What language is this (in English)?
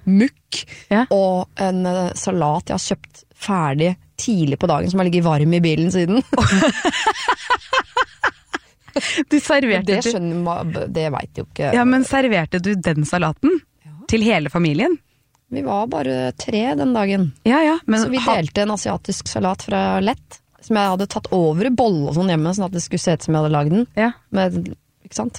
Norwegian